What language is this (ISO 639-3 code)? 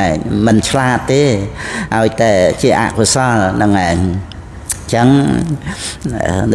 khm